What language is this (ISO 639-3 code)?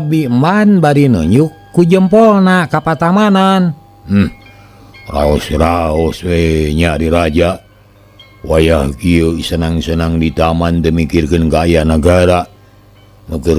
sun